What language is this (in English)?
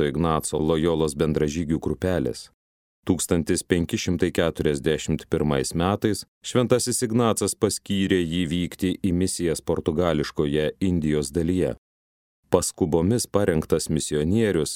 Lithuanian